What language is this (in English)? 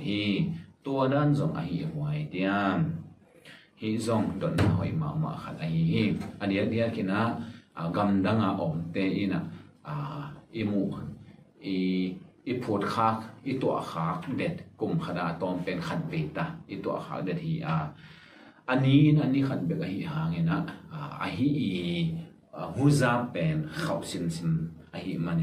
Tedim Chin